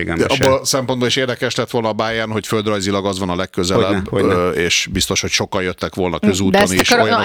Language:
Hungarian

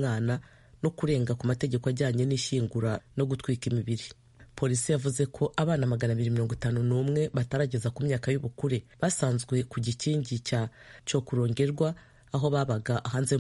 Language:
Kinyarwanda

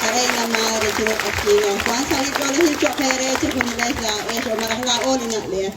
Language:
Kekchí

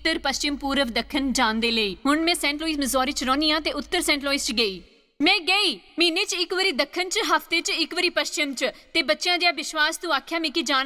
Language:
Dogri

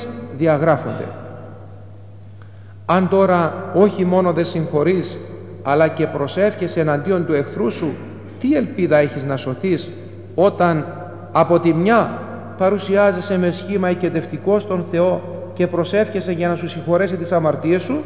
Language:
Greek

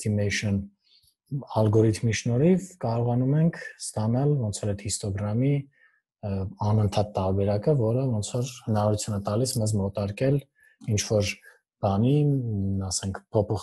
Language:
Armenian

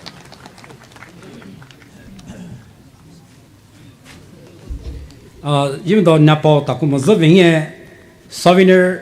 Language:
Poumei Naga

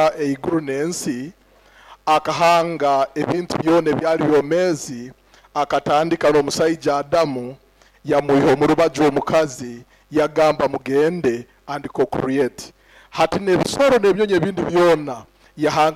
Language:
Nyoro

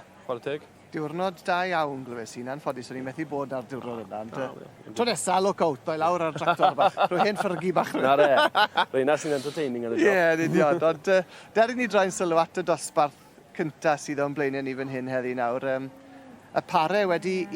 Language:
Welsh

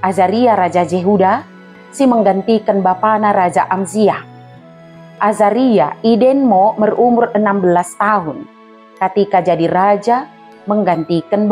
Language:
Batak Dairi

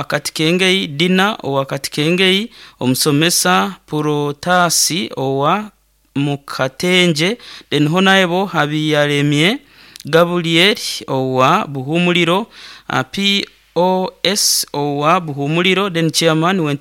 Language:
Nyoro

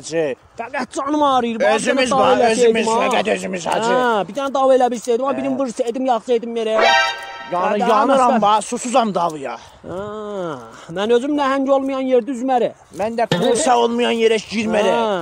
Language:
South Azerbaijani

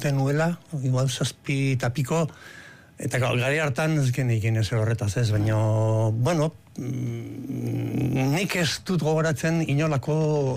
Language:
Basque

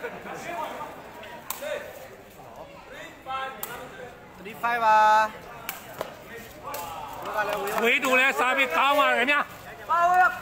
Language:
Burmese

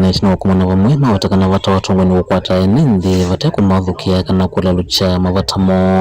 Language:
Kamba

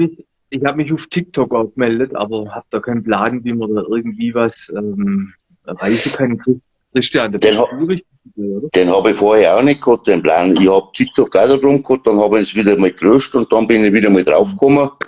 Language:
Bavarian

